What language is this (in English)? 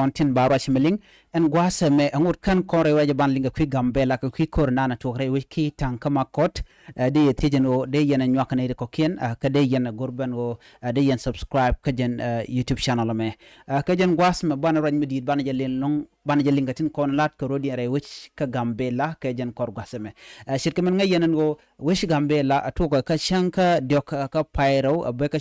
Nuer